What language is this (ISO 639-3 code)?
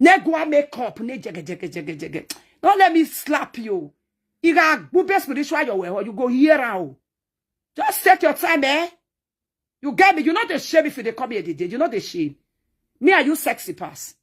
pcm